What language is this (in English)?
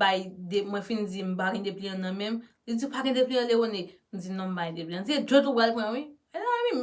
Haitian Creole